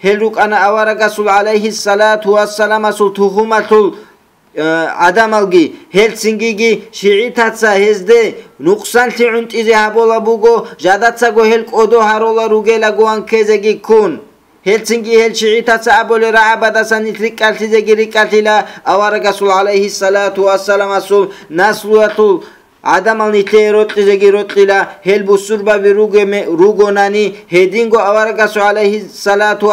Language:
Avaric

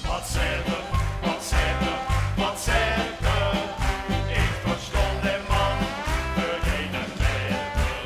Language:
Limburgish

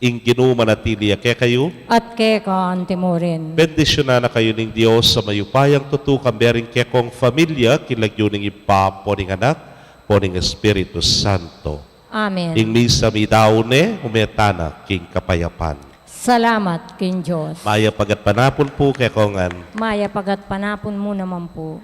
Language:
Pampanga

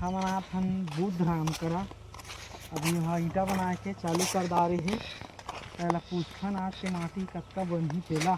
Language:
Chhattisgarhi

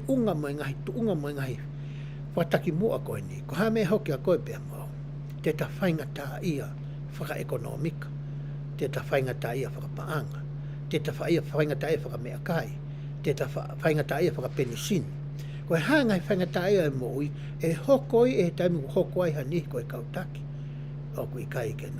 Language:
Tongan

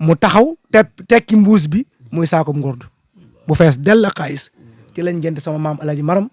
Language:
Wolof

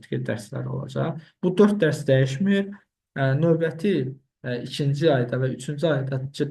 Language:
Azerbaijani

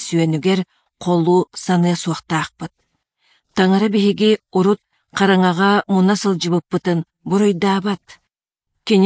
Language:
Yakut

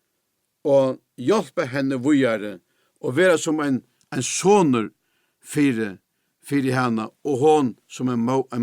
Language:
Faroese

